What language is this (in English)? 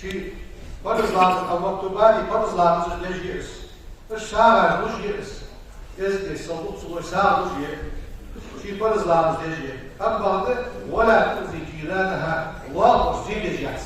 Ingush